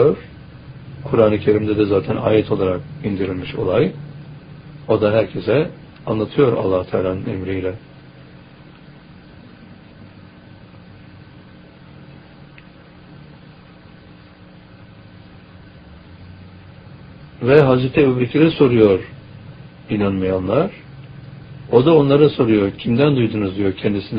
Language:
Turkish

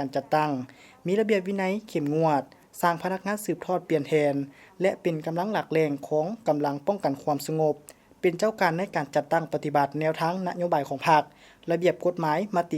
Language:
Lao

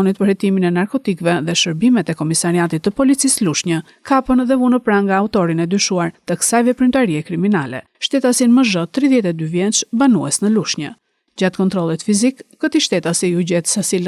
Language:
Albanian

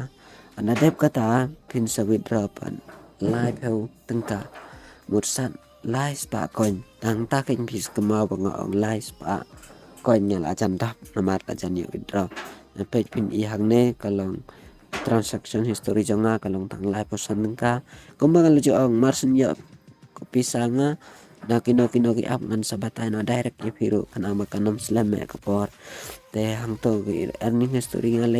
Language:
Khasi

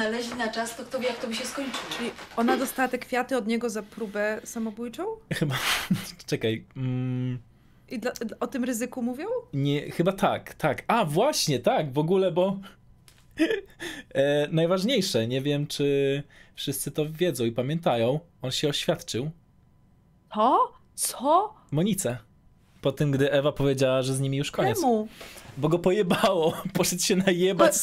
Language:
Polish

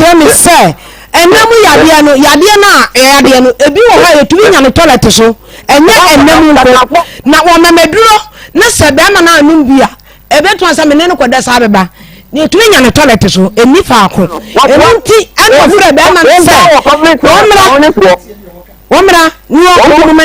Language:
Akan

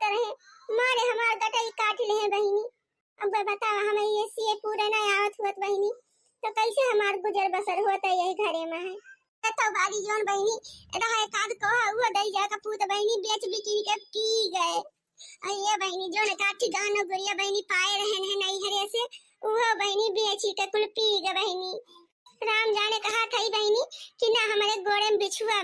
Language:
Awadhi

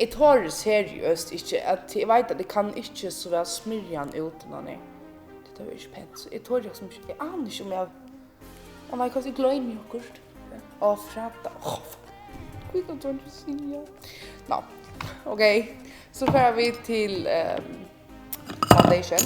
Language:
Faroese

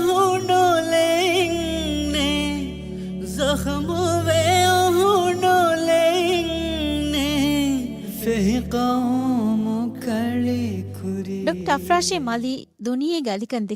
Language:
Divehi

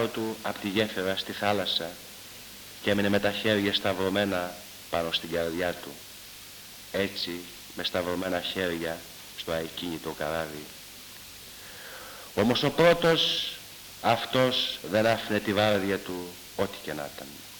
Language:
Greek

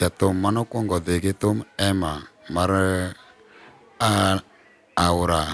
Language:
Luo (Kenya and Tanzania)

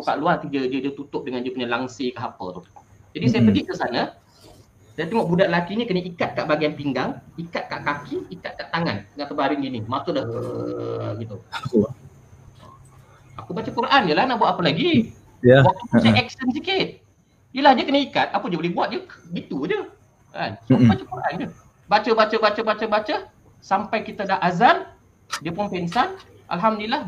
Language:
Malay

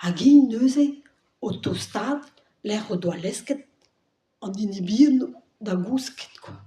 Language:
Breton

